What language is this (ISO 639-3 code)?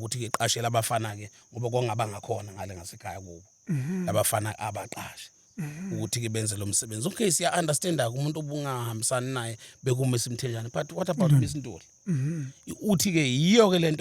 zul